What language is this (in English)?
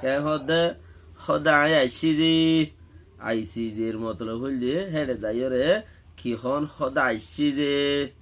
Rohingya